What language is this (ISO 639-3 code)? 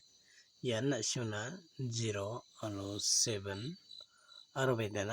grt